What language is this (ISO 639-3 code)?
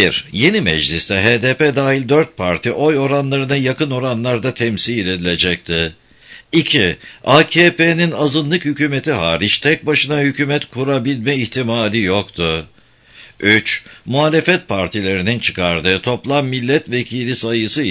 tur